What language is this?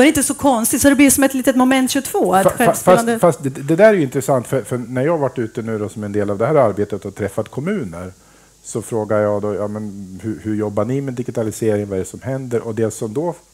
Swedish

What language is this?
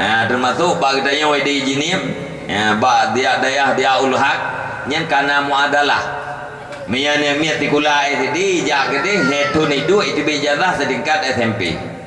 Achinese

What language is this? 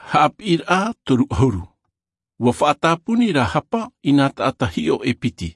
Tahitian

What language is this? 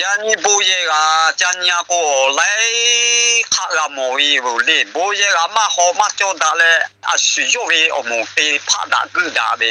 Lahu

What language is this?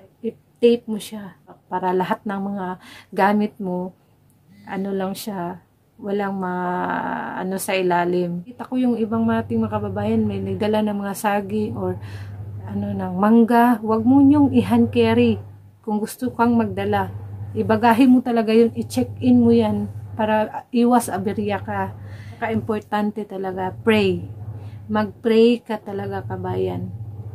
Filipino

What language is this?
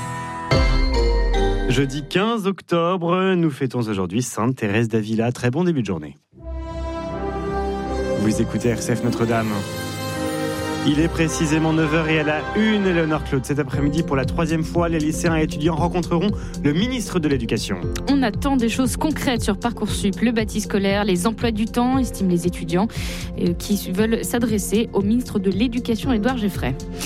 French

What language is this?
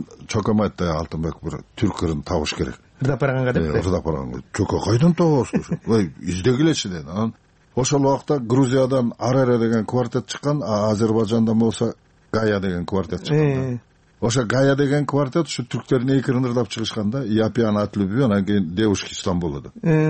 Kyrgyz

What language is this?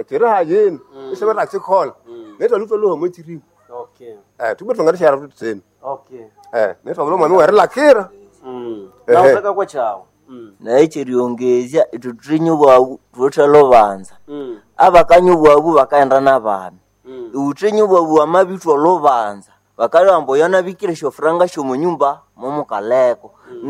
Nande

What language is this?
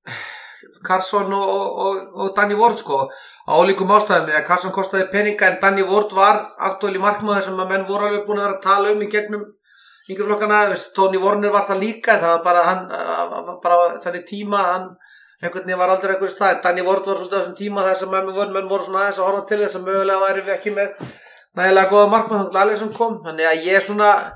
Icelandic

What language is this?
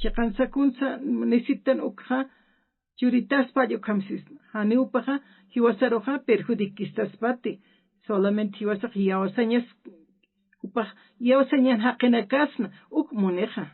Aymara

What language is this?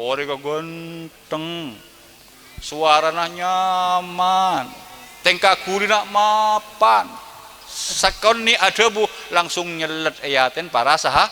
Madurese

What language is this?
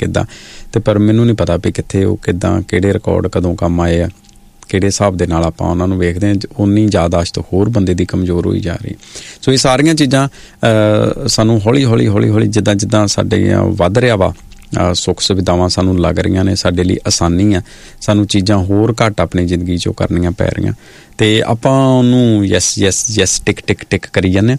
Punjabi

